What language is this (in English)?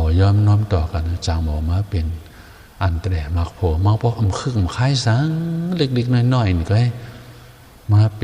Shan